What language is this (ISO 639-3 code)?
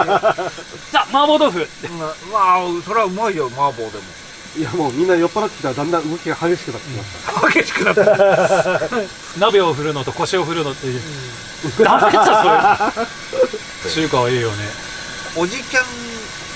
jpn